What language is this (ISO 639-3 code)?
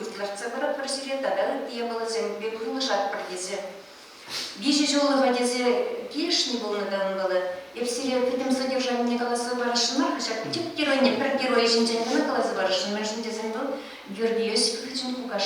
chv